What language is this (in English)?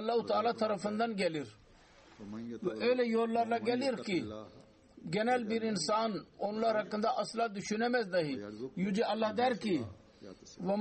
Turkish